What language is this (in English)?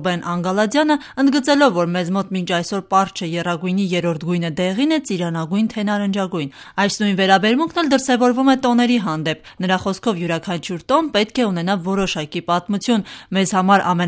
Armenian